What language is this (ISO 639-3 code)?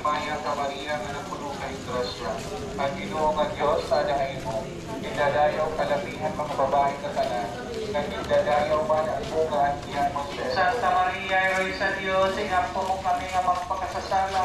war